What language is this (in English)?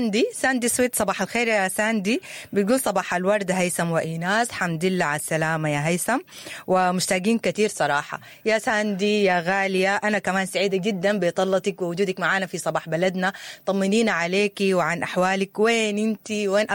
Sudanese Arabic